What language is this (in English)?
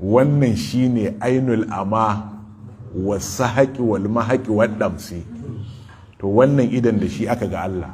Hausa